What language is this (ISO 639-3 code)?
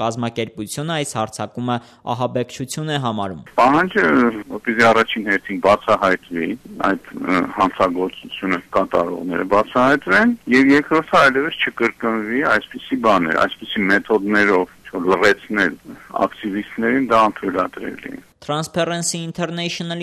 hye